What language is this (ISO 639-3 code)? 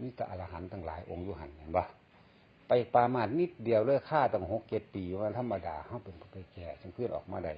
lao